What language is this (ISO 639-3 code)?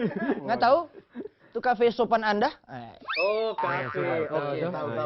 xmm